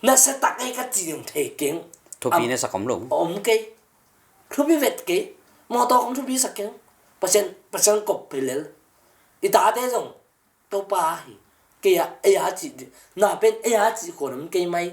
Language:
Tedim Chin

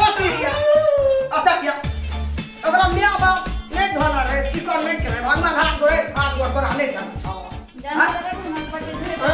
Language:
Maithili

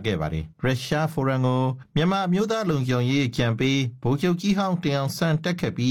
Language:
Burmese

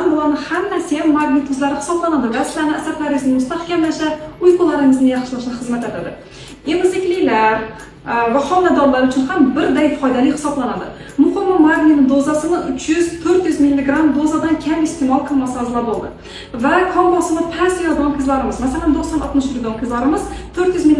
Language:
Uzbek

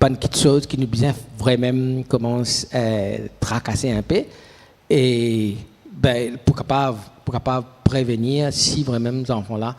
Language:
Morisyen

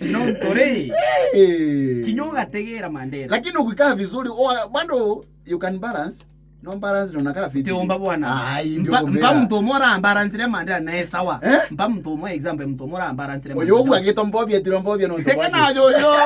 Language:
Meru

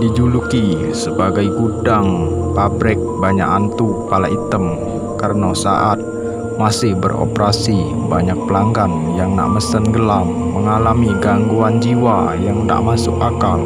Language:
Musi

